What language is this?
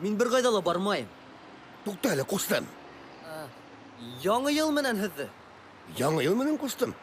Bashkir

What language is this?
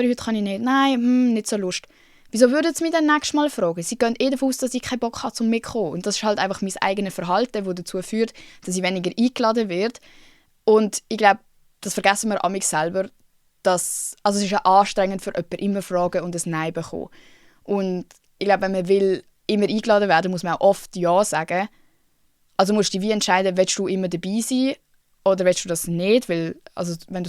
Swiss German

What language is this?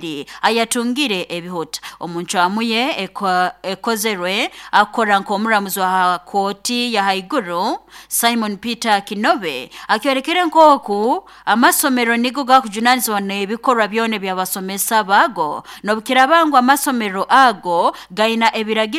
Nyoro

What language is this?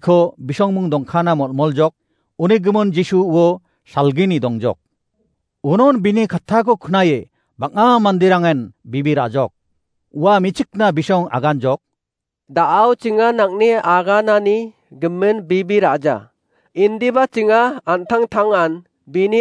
Garo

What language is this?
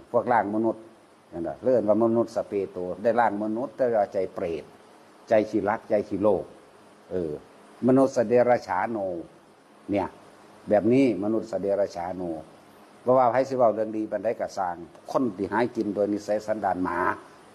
Northeastern Thai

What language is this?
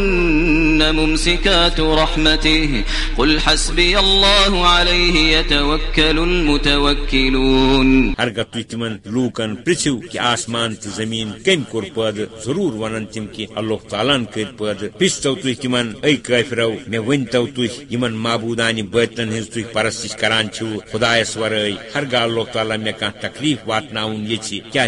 Kashmiri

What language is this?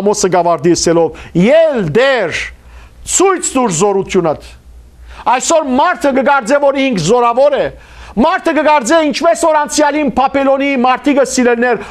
Western Armenian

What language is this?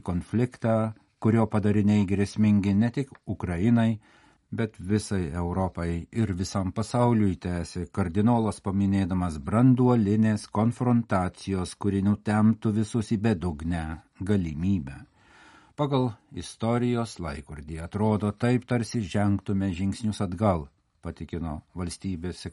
Lithuanian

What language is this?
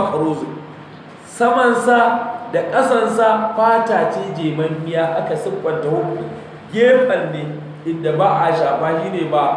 Hausa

